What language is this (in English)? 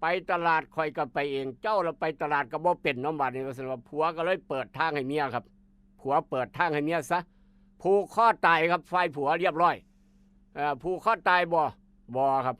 Northeastern Thai